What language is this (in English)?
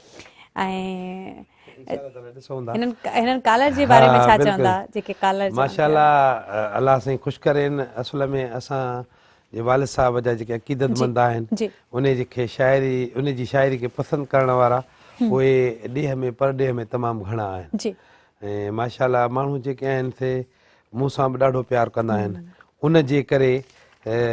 Sindhi